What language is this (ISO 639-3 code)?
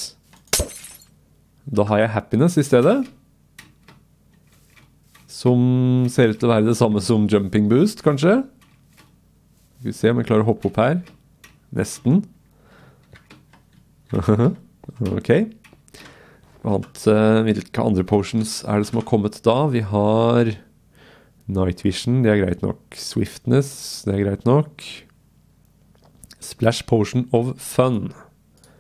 nor